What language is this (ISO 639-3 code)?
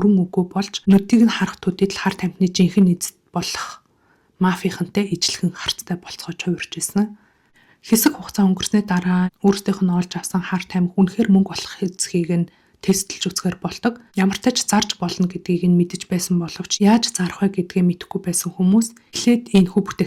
mon